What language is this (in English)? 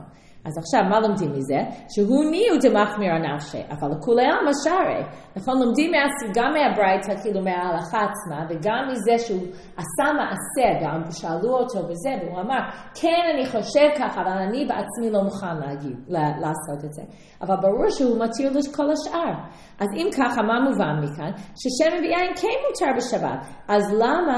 Hebrew